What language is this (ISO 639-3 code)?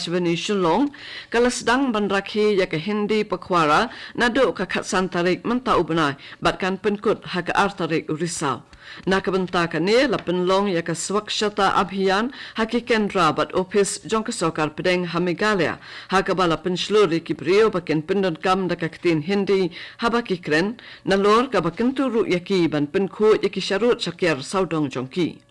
kha